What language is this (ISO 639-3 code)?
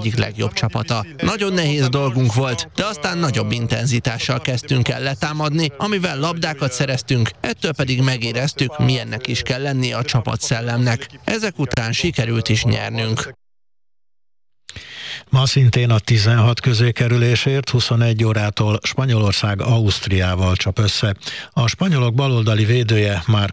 hun